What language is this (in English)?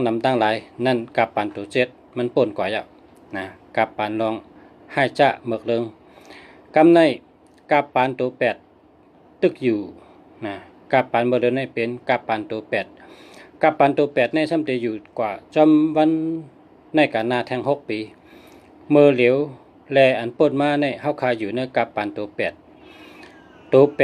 Shan